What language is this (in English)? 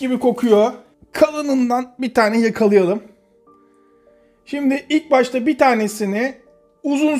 Turkish